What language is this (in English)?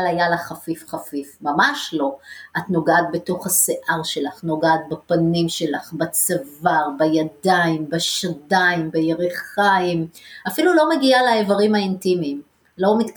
Hebrew